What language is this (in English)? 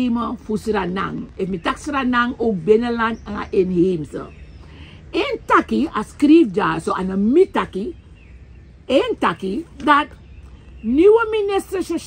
Sranan Tongo